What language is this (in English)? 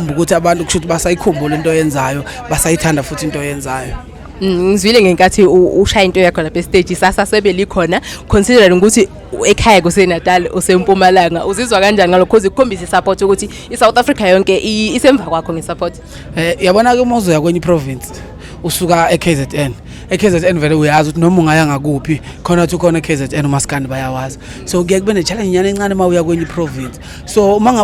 Zulu